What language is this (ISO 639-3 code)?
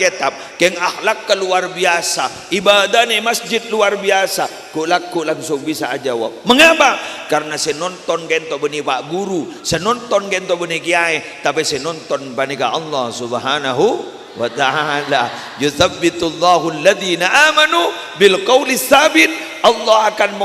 mad